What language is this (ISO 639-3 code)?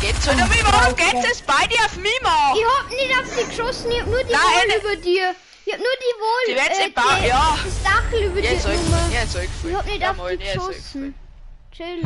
bar